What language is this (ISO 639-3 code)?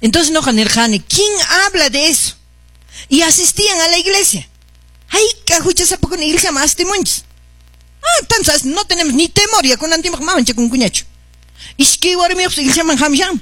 que